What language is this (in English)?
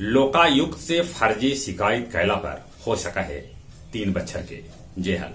Magahi